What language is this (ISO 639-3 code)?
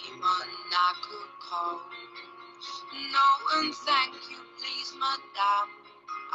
fil